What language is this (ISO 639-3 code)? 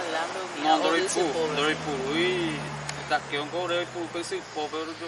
grn